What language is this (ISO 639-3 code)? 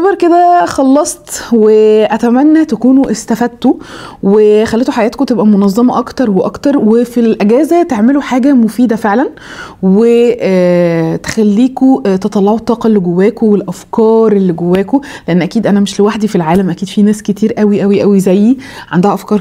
arz